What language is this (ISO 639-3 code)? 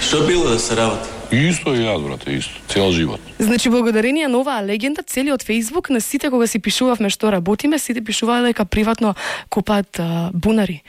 mkd